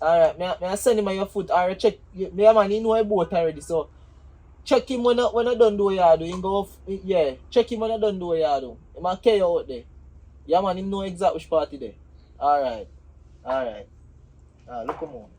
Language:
Jamaican Creole English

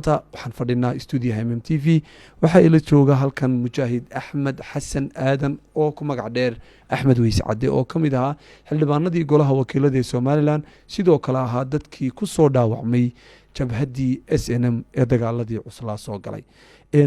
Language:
Somali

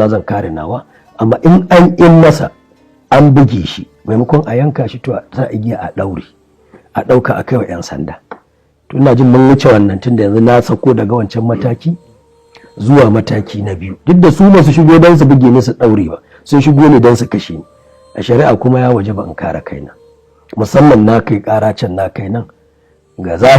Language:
Hausa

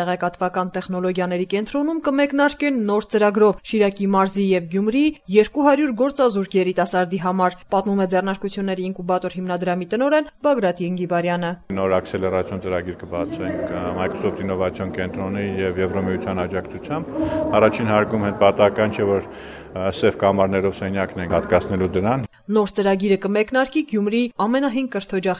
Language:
Armenian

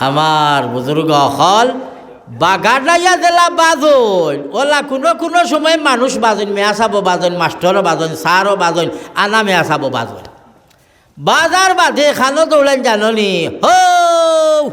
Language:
Sylheti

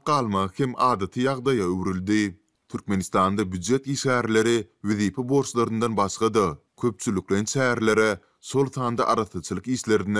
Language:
Turkmen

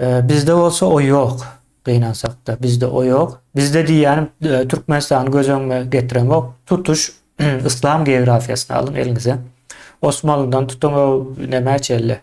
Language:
Turkmen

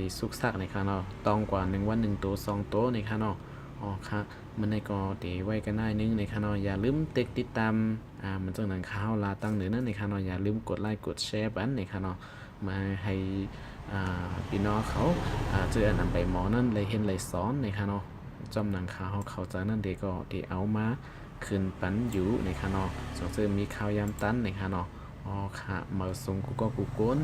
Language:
Shan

